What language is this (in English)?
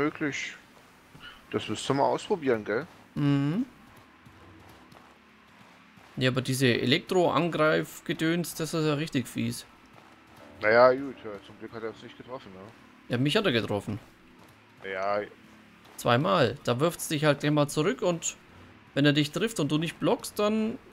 German